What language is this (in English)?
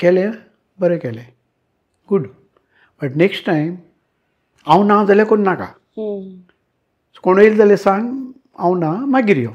Konkani